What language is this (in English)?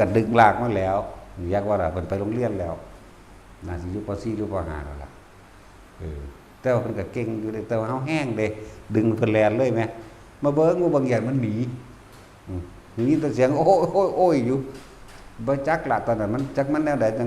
Northeastern Thai